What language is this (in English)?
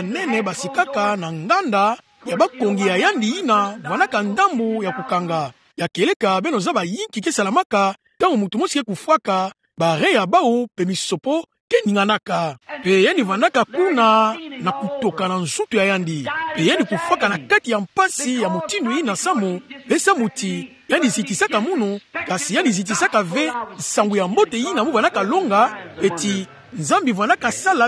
Kituba (Democratic Republic of Congo)